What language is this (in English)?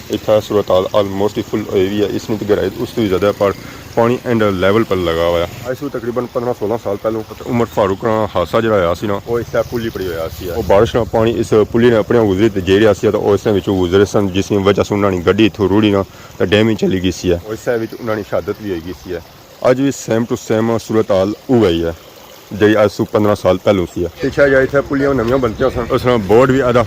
Pahari-Potwari